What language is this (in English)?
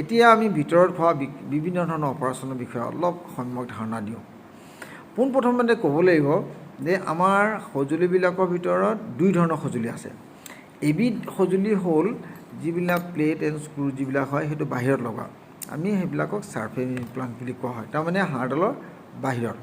Assamese